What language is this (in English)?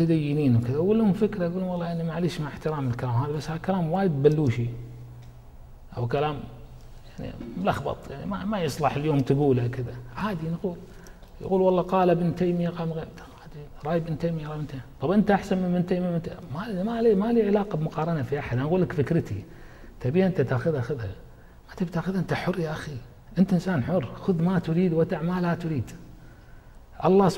Arabic